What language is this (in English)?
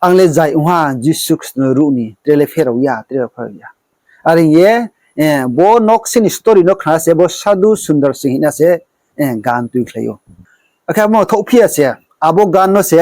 Riang (India)